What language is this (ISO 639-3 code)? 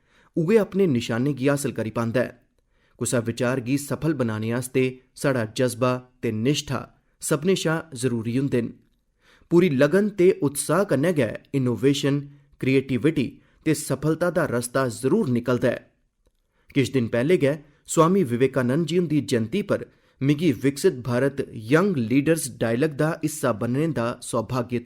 doi